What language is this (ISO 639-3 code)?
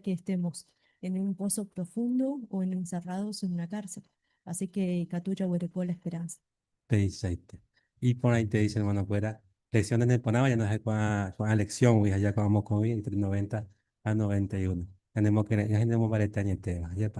grn